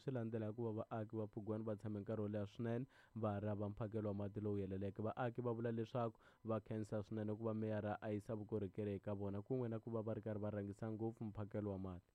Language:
Tsonga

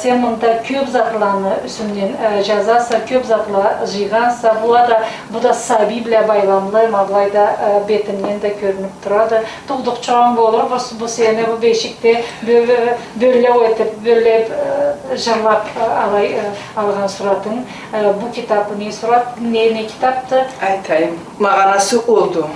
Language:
Karachay-Balkar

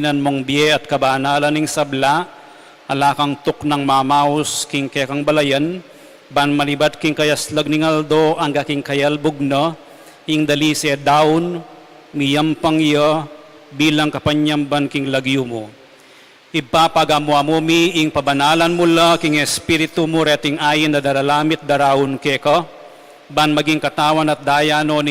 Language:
Pampanga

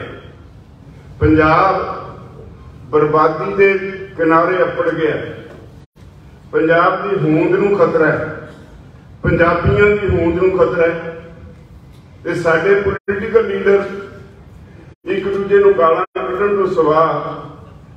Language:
Punjabi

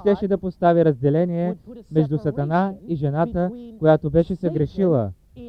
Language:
Bulgarian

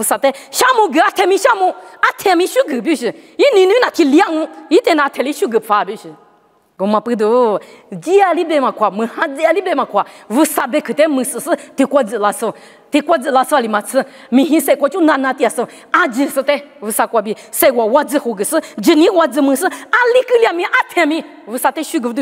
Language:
Lisu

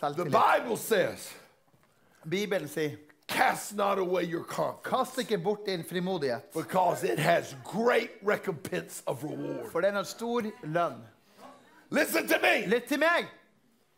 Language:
Norwegian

